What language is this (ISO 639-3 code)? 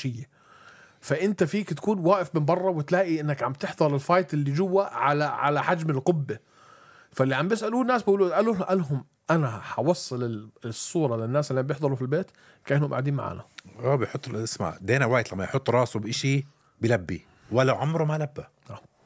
apc